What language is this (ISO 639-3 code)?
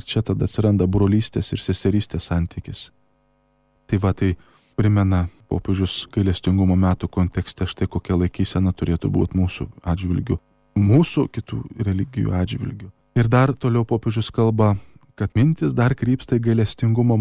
lit